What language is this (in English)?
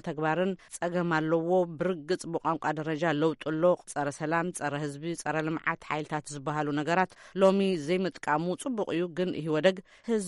Tigrinya